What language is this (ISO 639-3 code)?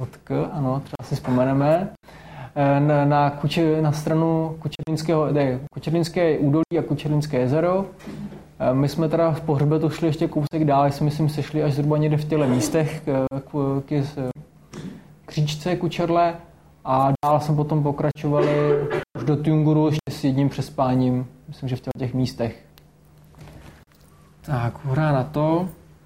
ces